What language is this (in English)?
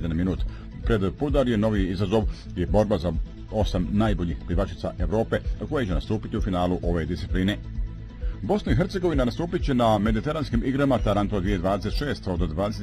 Bosnian